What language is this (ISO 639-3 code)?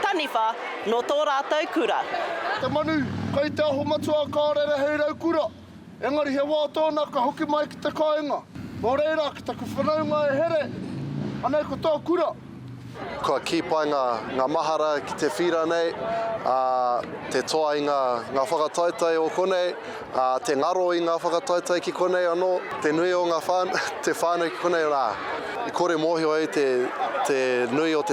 mri